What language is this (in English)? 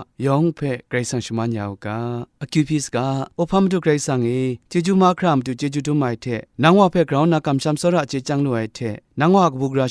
Kachin